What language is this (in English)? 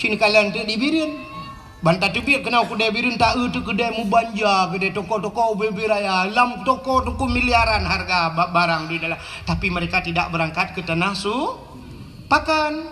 Achinese